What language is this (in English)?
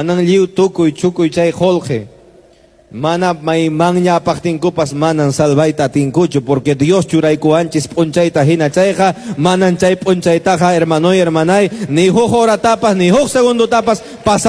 Quechua